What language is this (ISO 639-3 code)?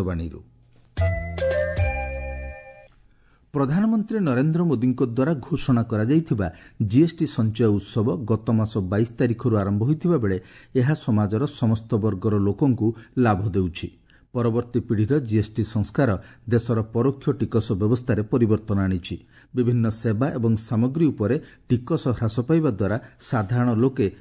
ori